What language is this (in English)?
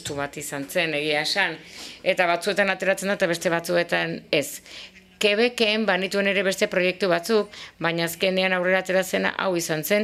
Basque